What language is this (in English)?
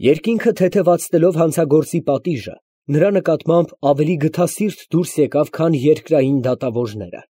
Armenian